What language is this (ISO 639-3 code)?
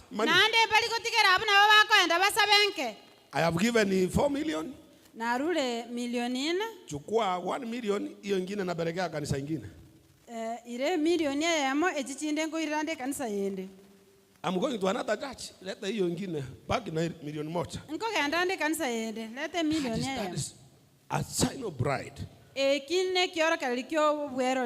guz